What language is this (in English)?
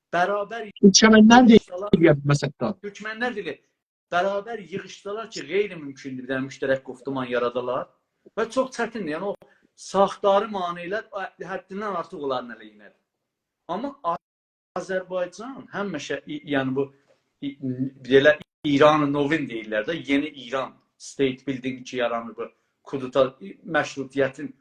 South Azerbaijani